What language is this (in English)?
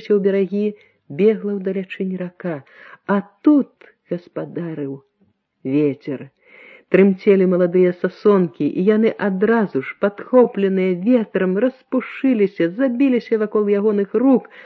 Belarusian